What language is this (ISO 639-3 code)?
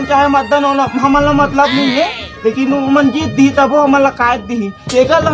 hne